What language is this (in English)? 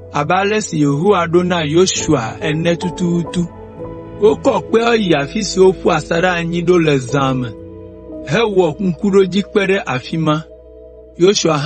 Ewe